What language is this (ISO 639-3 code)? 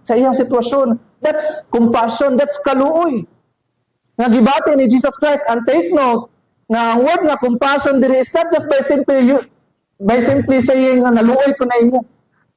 ceb